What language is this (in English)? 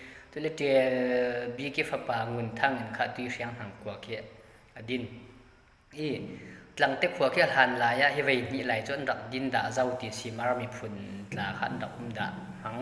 Falam Chin